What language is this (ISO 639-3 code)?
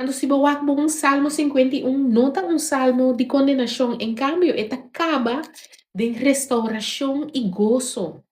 pap